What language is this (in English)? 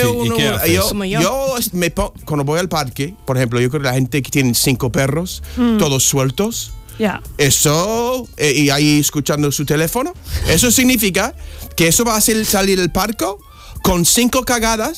Spanish